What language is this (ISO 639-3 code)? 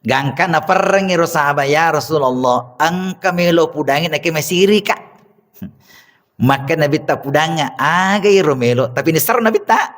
bug